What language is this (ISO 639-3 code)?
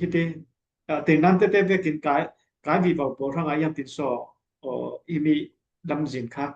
cfm